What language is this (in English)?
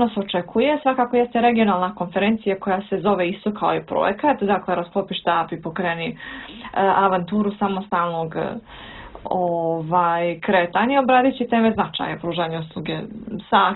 Bosnian